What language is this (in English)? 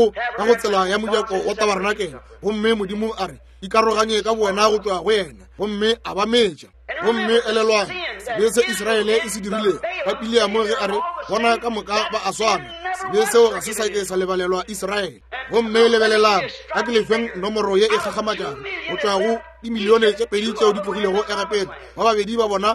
Northern Sotho